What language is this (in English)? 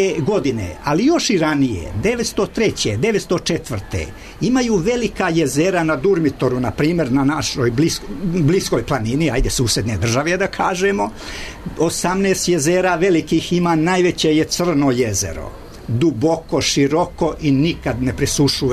Serbian